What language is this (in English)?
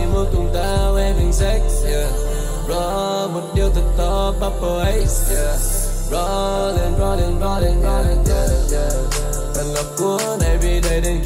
Vietnamese